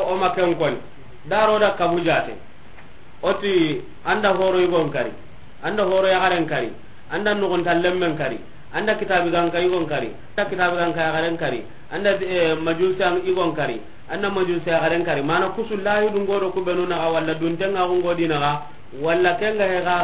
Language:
Soninke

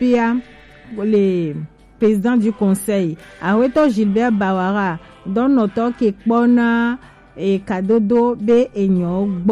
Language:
Gen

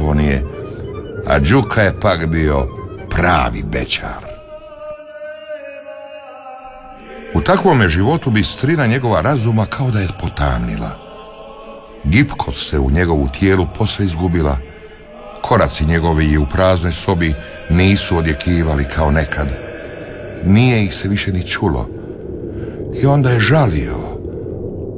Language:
Croatian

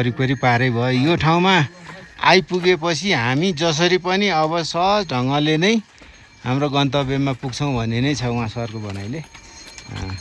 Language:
Nepali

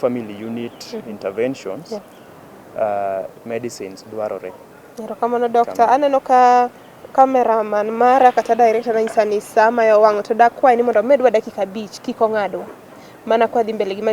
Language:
Luo (Kenya and Tanzania)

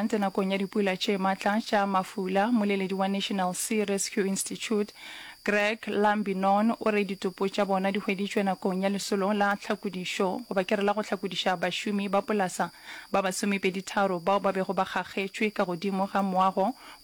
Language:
Northern Sotho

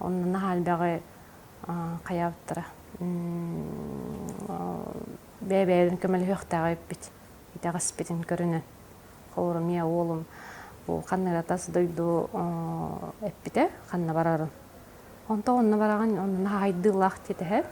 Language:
Yakut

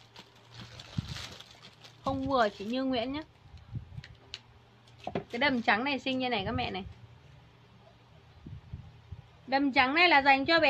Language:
Vietnamese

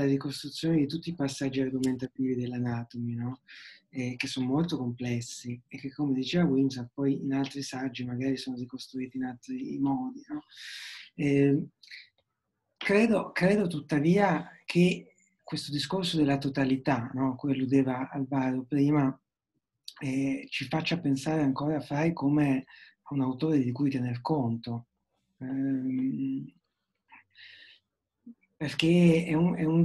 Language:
Italian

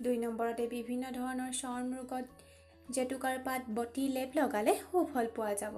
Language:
Assamese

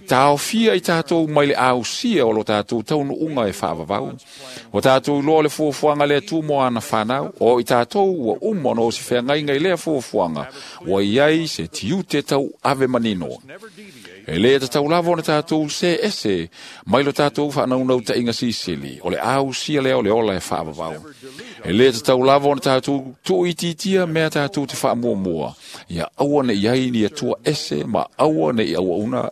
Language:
Samoan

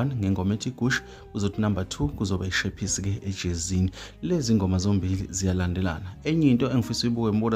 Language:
Zulu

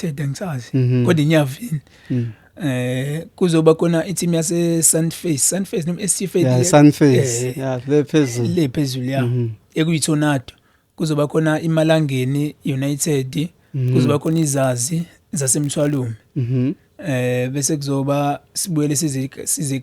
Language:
Zulu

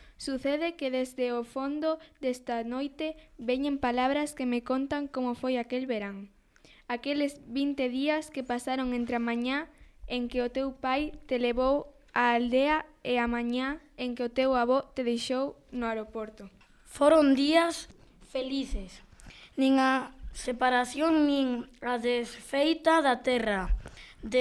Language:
Galician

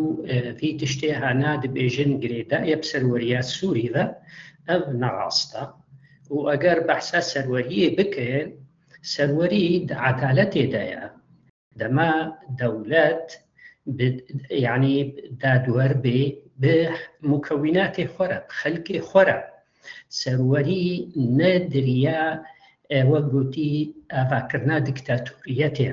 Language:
Kurdish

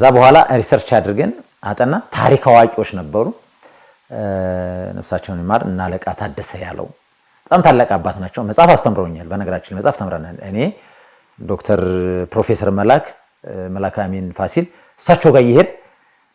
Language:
Amharic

